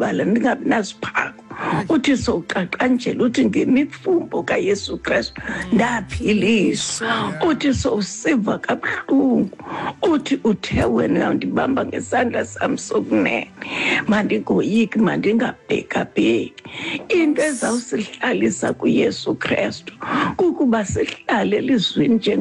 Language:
Xhosa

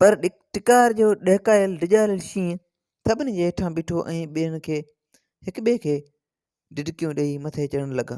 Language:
Sindhi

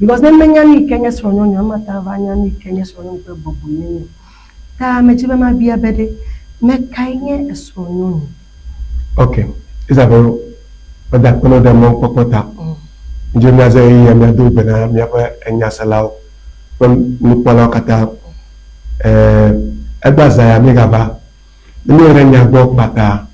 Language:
Ewe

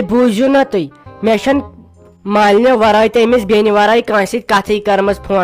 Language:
Kashmiri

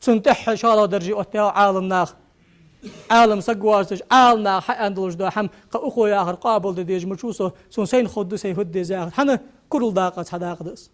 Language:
Ingush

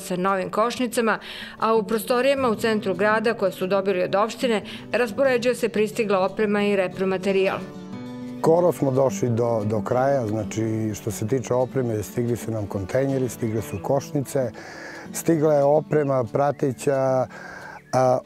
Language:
Serbian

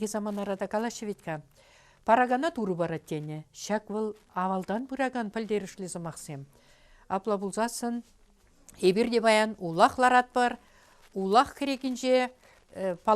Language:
Chuvash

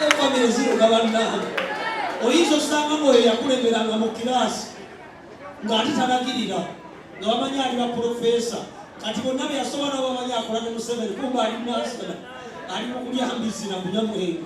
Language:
Ganda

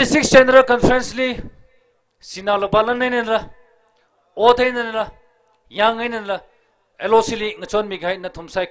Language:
Tangkhul Naga (India)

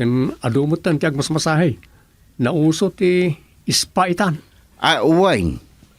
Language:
Iloko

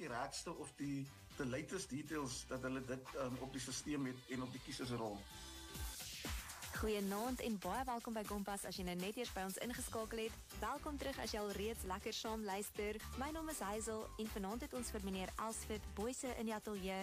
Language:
Afrikaans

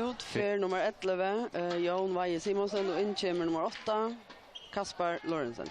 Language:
Faroese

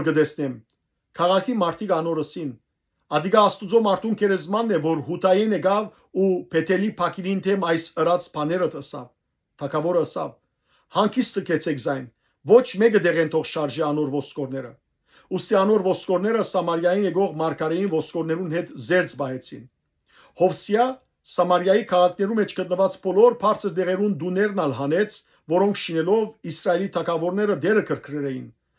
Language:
Western Armenian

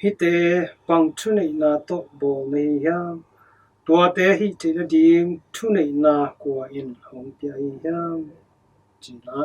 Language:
Tedim Chin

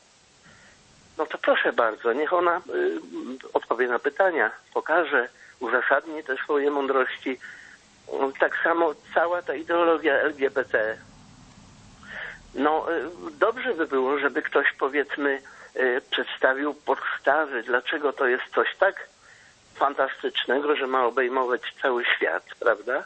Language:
Polish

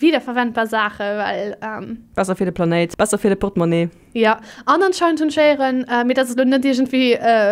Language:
Luxembourgish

